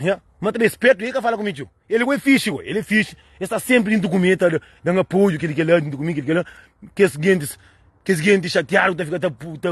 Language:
Kabuverdianu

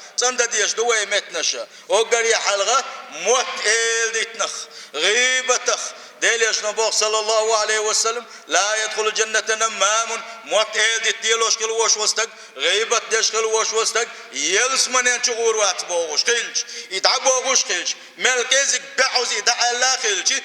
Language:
Chechen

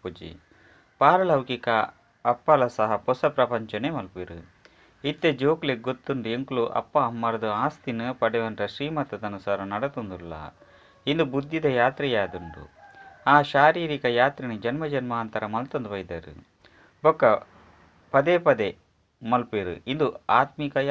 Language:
Tulu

